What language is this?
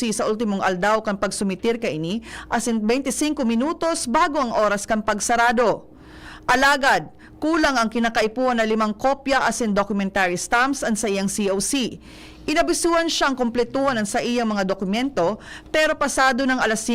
Bikol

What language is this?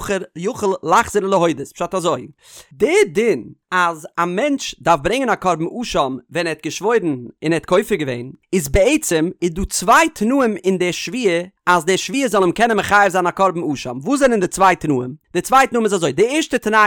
Yiddish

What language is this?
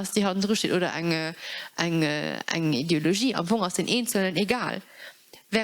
Luxembourgish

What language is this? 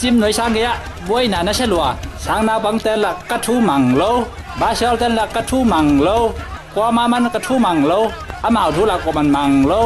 Tedim Chin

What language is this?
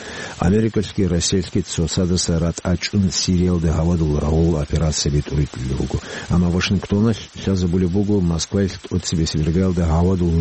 Avaric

